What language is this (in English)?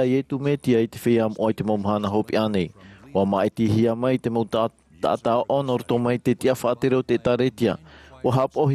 Tahitian